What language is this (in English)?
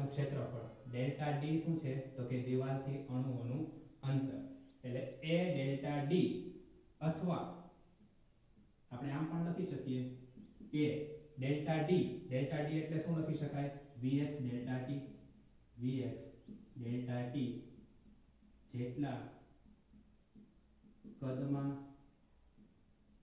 Gujarati